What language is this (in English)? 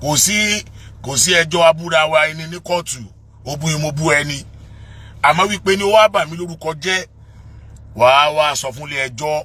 Yoruba